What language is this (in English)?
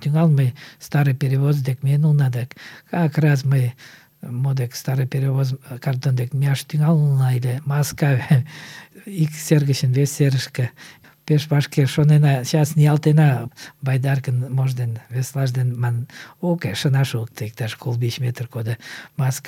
Mari